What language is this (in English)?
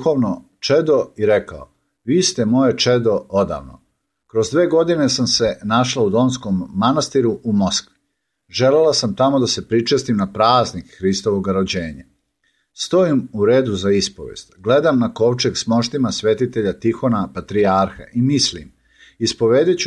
Serbian